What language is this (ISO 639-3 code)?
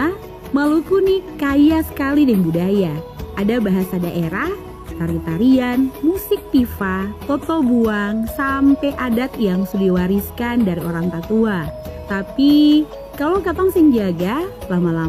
ind